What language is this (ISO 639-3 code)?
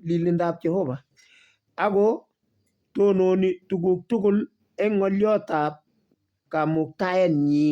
kln